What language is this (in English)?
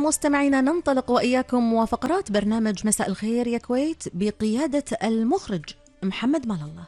Gulf Arabic